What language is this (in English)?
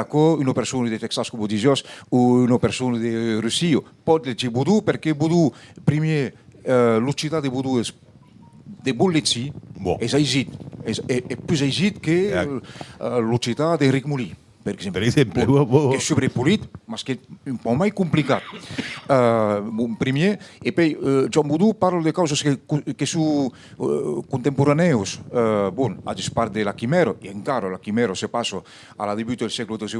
Occitan